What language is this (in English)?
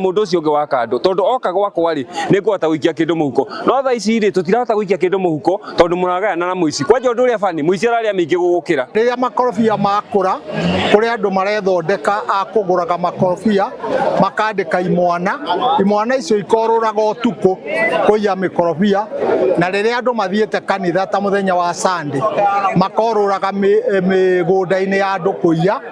Kikuyu